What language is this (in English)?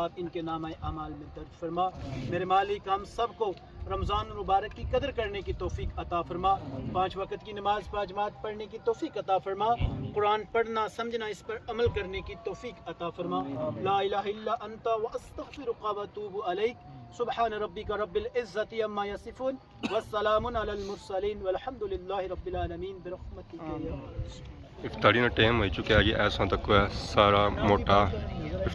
Pahari-Potwari